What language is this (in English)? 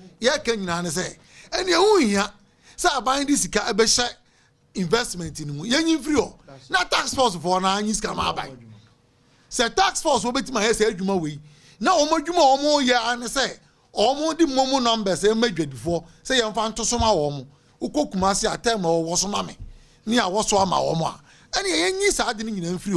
Akan